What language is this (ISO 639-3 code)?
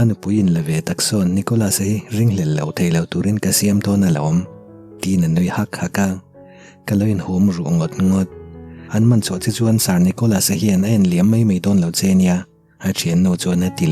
lus